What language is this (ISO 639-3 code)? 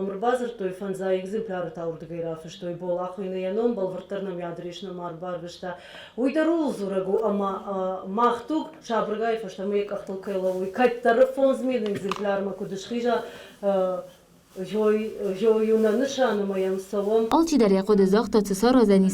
oss